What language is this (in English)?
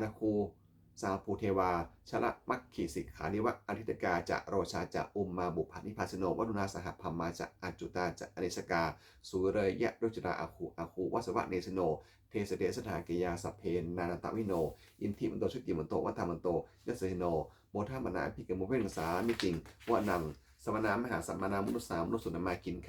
Pali